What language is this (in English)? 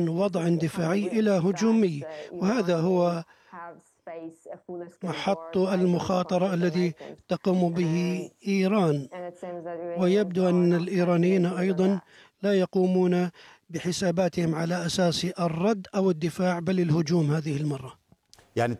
Arabic